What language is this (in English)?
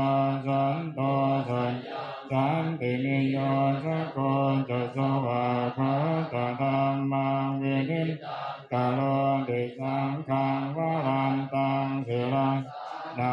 Pali